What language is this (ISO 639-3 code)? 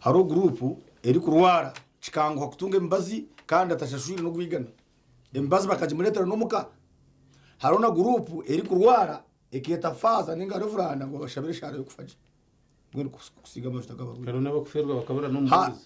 nyn